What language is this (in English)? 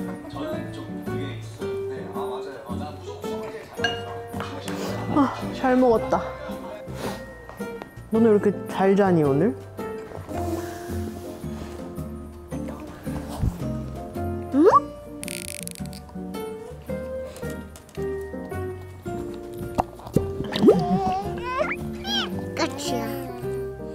Korean